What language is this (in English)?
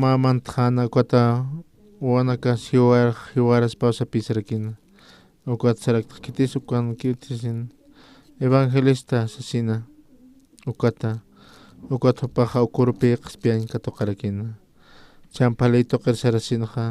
Aymara